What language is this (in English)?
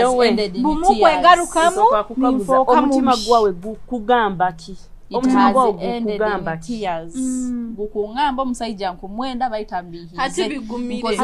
Nyoro